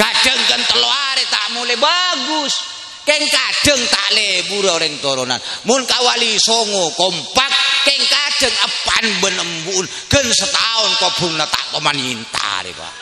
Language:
Madurese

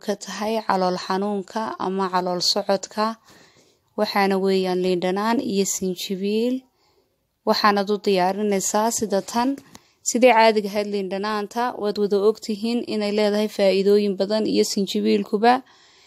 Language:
Somali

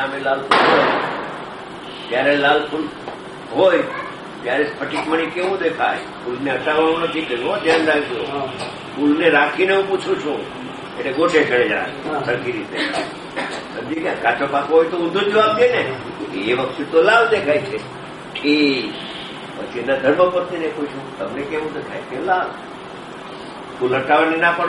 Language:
Gujarati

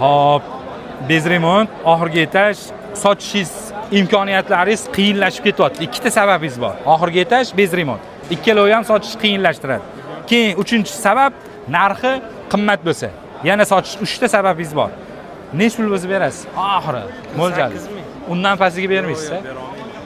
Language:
Uzbek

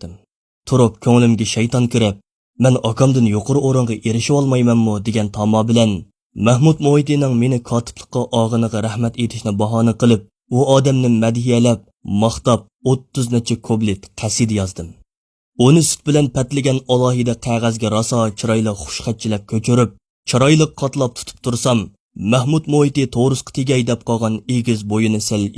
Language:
Uyghur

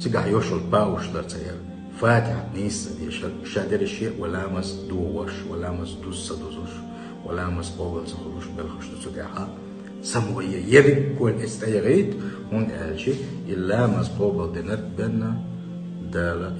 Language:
Chechen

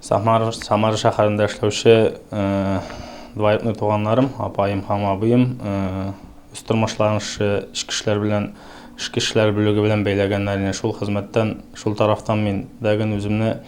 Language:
Tatar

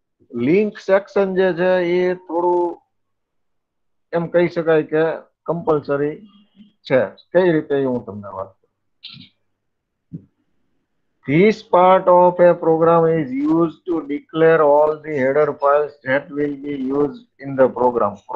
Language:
Gujarati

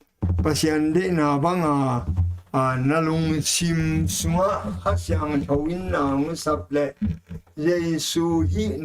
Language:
Tedim Chin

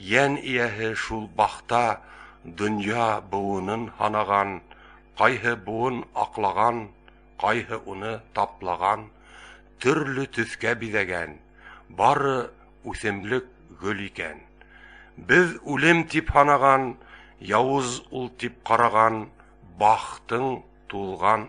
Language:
Bashkir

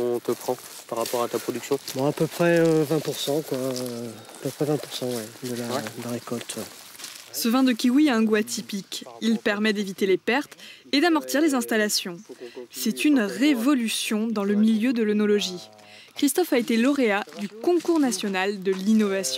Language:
French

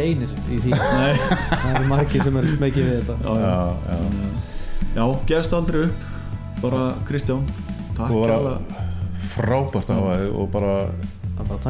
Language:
Icelandic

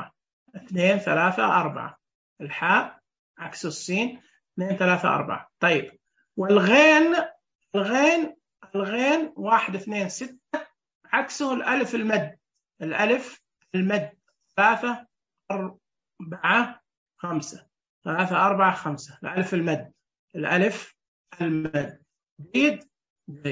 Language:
Najdi Arabic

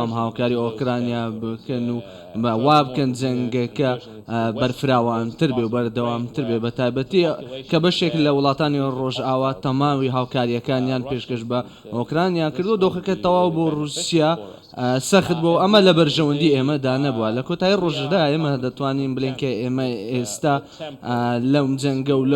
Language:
Central Kurdish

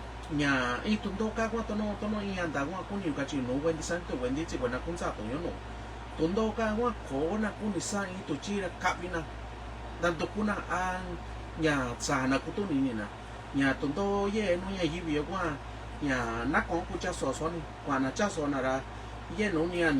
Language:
Mixtepec Mixtec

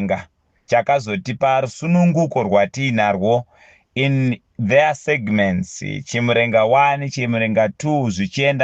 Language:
Shona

